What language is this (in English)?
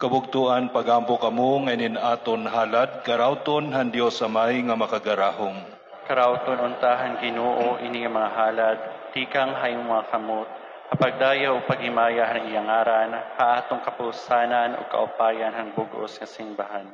Waray